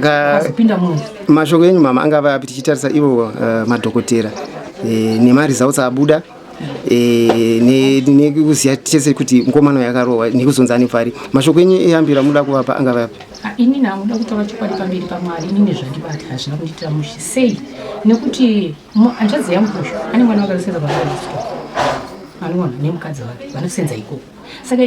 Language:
Shona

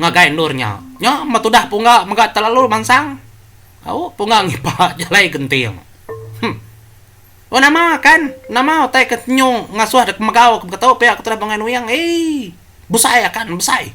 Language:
Iban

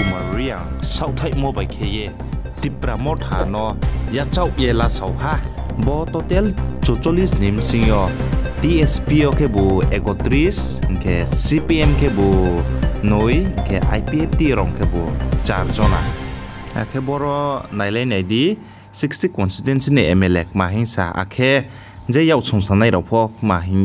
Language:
Riang (India)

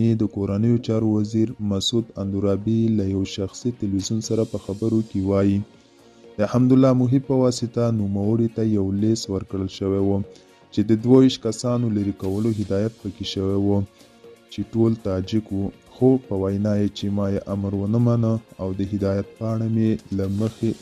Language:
Pashto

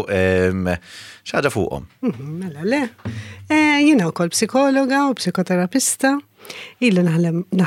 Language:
Maltese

